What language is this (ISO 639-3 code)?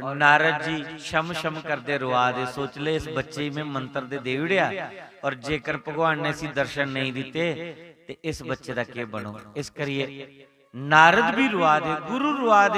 doi